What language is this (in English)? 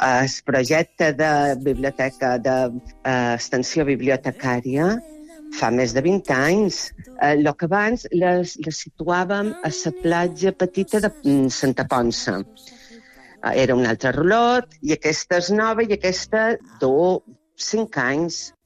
Catalan